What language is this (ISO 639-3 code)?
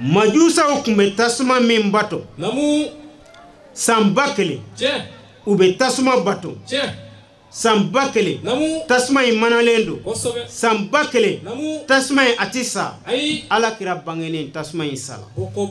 bam